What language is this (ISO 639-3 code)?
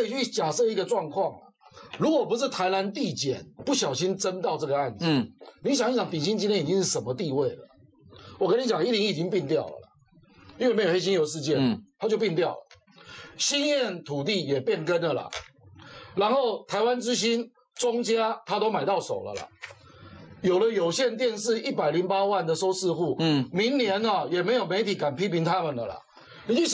zho